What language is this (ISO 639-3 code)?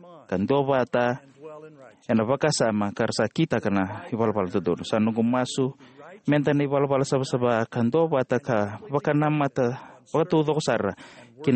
fij